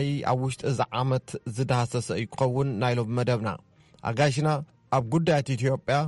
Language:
Tigrinya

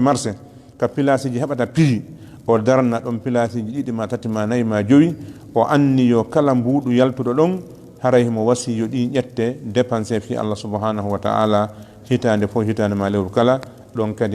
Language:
Fula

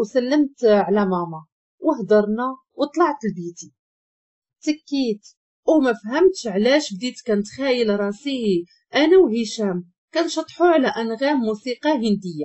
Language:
Moroccan Arabic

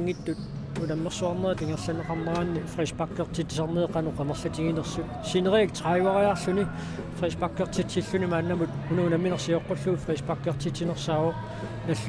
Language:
Kalaallisut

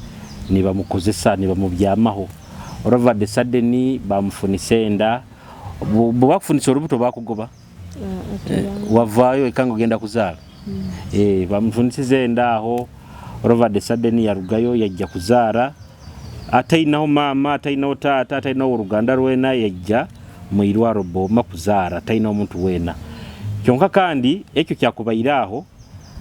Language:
Nyoro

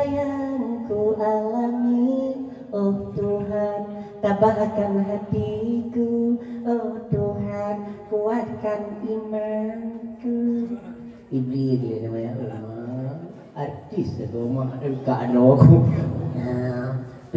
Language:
Achinese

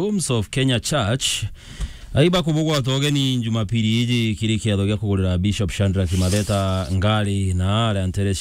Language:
Meru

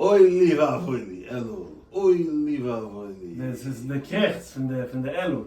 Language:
Yiddish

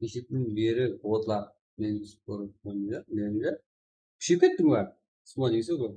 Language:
Kara-Kalpak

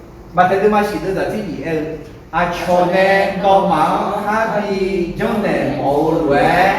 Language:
Akha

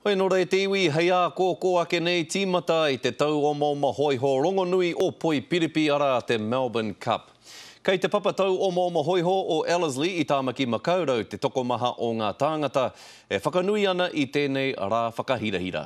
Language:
Māori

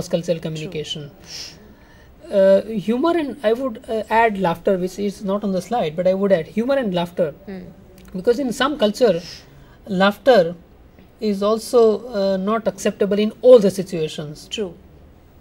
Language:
English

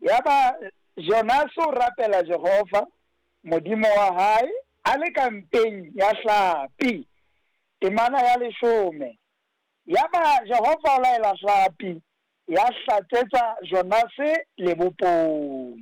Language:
Southern Sotho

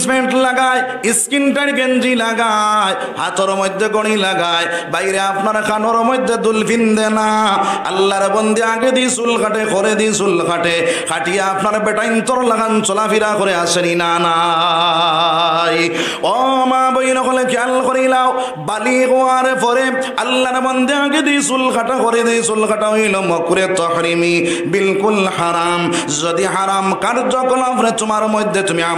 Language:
Sylheti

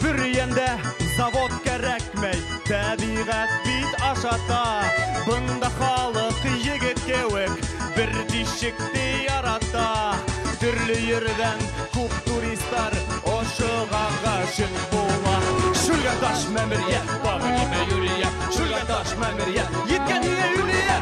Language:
Bashkir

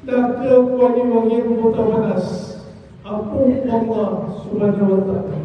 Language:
Maranao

